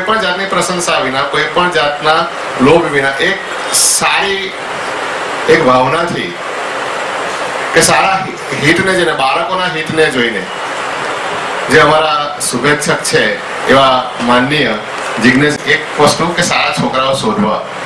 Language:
Gujarati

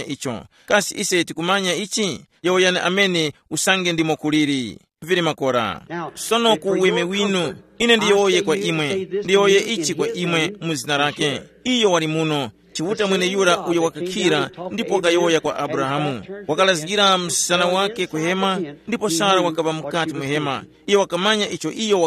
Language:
Tumbuka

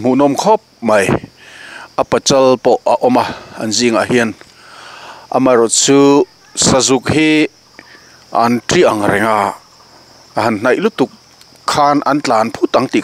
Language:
Mizo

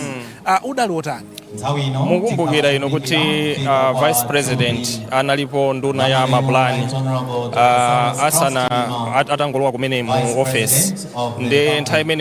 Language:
Nyanja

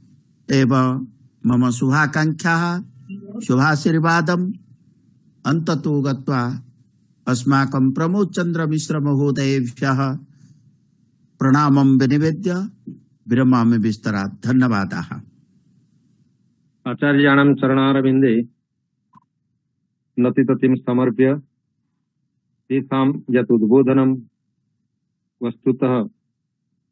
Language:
Sanskrit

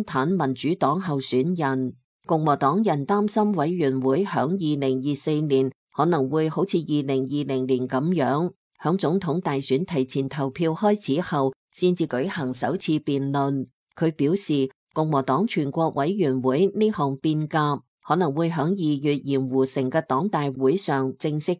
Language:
Cantonese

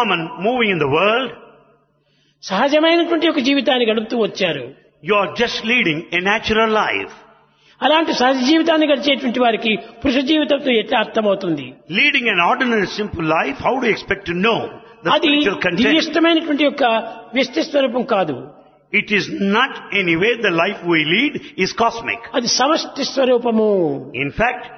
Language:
Telugu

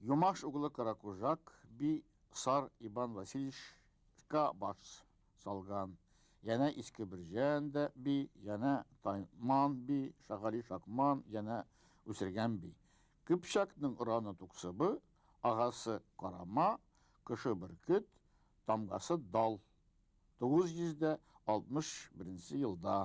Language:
Bashkir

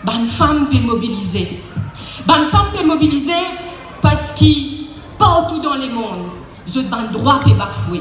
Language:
Morisyen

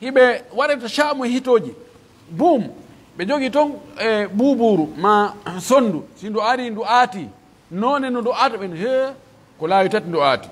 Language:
Pular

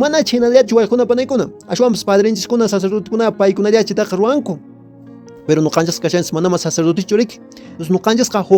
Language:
Quechua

